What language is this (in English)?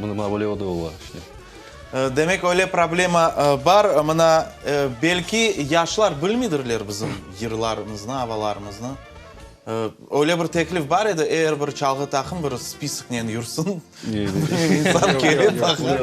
Crimean Tatar